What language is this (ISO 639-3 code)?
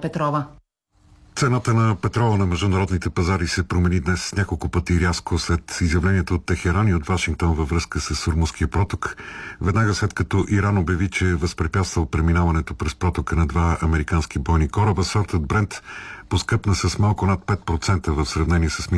bul